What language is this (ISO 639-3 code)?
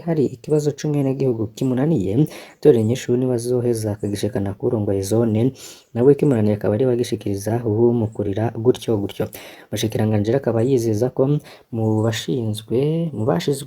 run